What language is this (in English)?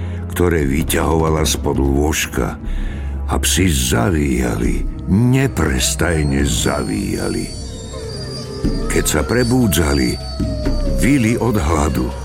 Slovak